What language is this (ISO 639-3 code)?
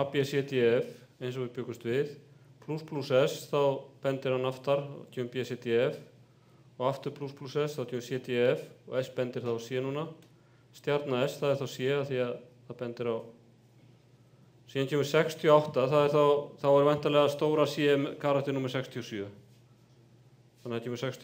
isl